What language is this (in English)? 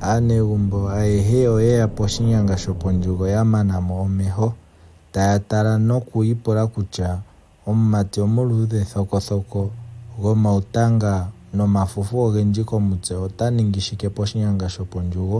Ndonga